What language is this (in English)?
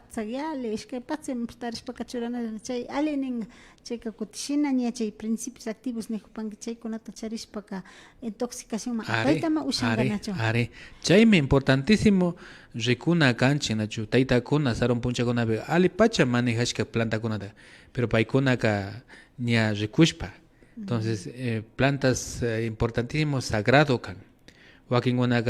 Imbabura Highland Quichua